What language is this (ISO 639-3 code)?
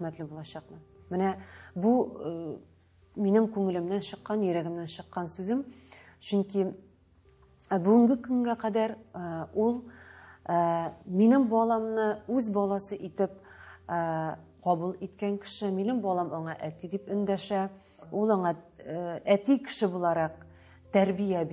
tat